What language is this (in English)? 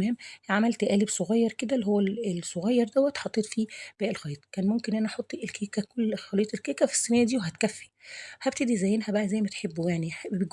Egyptian Arabic